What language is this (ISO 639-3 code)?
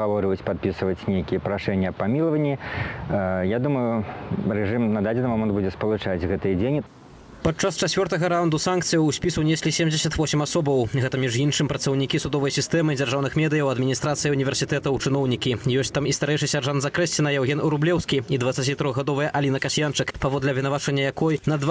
bel